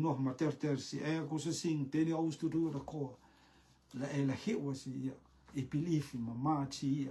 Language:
Rotuman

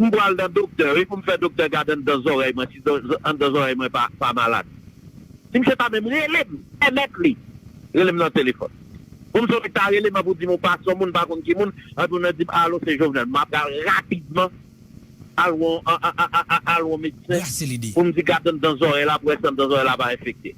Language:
Haitian Creole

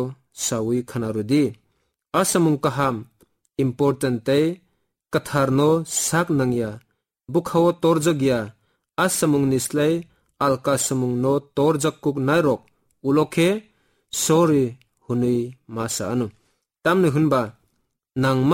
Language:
Kok Borok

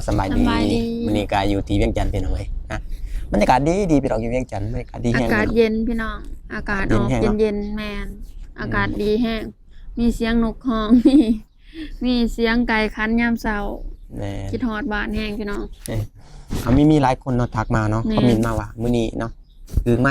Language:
Lao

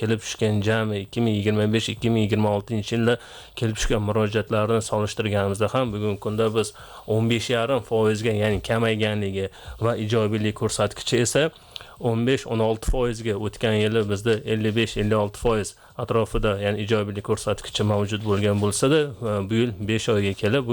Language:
Uzbek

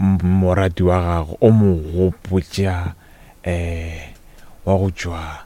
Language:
Northern Sotho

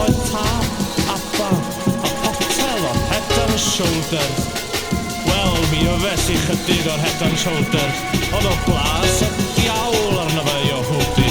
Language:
Welsh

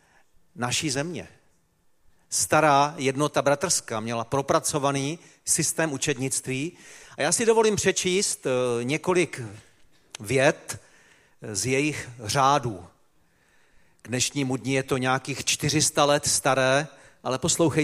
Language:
Czech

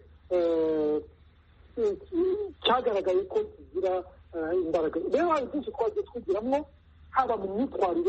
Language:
Kinyarwanda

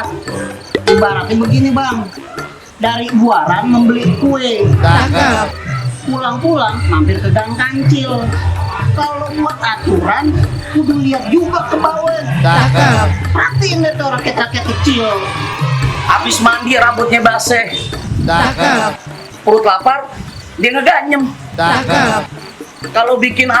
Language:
Betawi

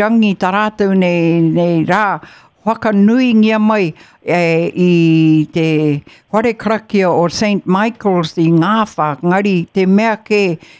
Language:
Māori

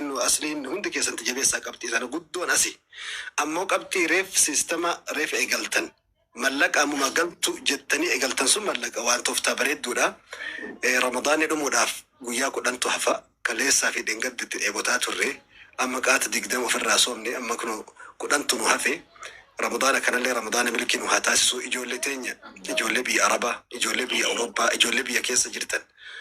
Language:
Oromo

